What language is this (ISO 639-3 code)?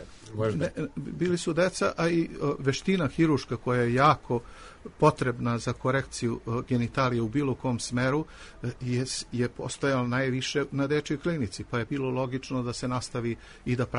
srp